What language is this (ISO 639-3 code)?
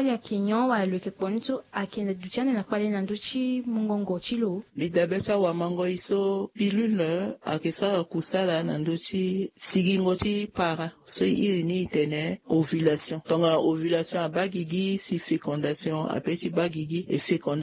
sag